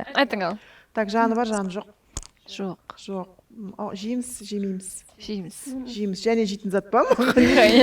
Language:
Kara-Kalpak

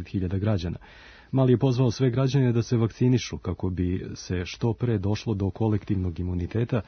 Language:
Serbian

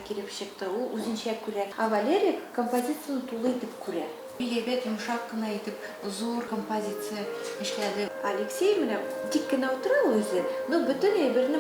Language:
Bashkir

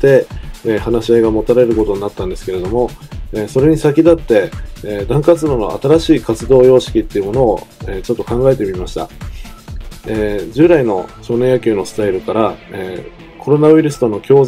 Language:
Japanese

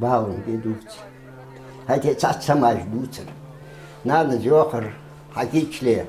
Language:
Ingush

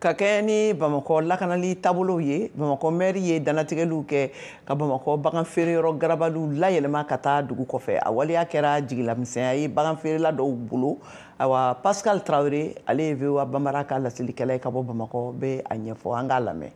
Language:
Bambara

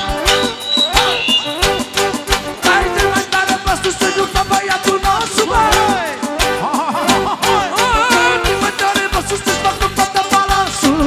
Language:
Romanian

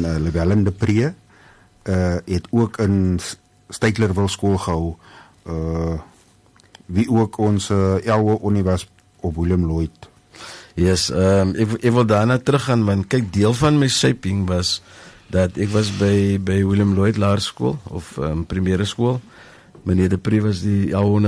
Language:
Afrikaans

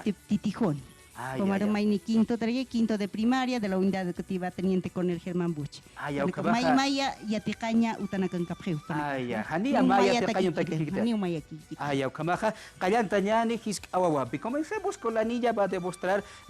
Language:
Aymara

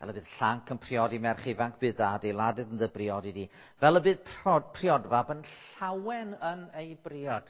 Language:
Welsh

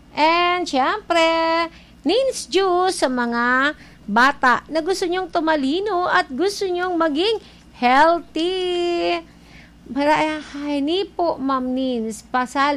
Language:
Filipino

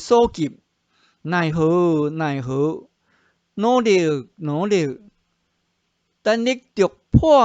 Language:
Min Nan Chinese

